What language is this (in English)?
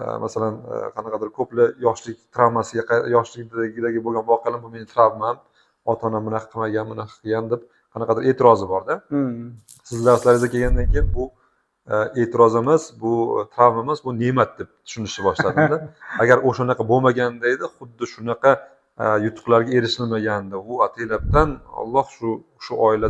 Uzbek